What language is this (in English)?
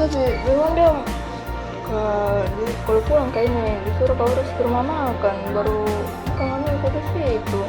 Makassar Malay